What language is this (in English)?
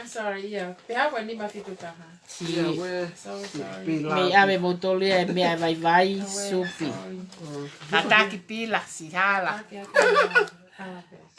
Tongan